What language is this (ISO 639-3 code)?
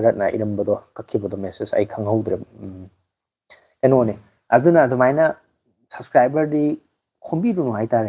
mni